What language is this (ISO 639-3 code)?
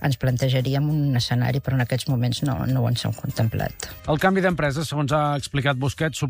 cat